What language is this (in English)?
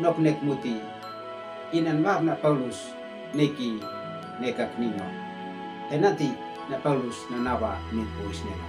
Uab Meto